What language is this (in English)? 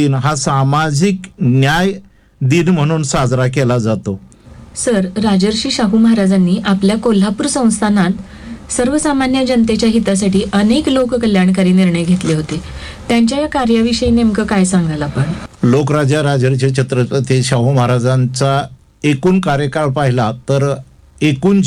Marathi